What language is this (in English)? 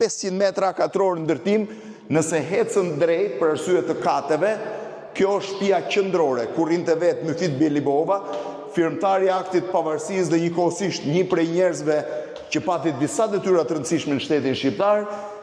Albanian